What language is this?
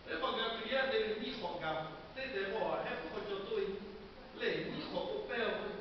Lahu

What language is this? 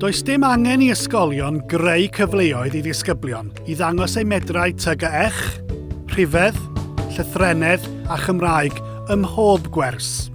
Welsh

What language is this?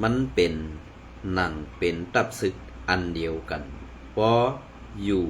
Shan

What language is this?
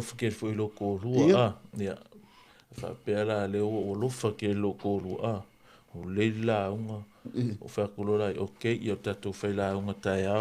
Samoan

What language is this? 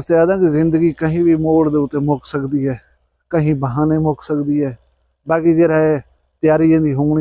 Saraiki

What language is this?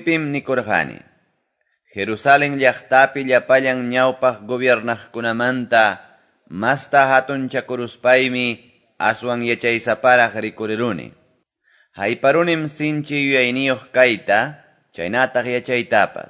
Quechua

